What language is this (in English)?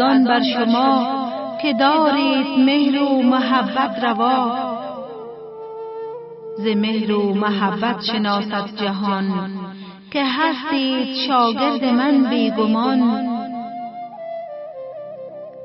Persian